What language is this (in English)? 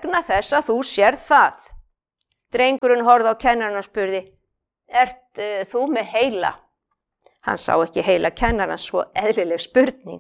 Icelandic